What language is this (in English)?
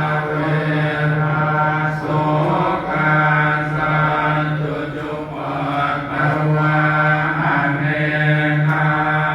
Pali